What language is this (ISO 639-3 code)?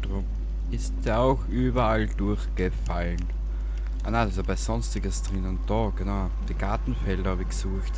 bar